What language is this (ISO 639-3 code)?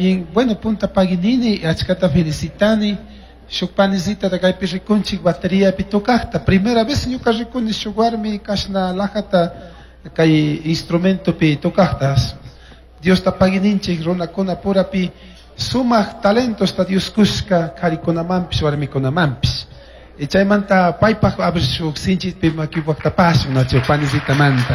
qug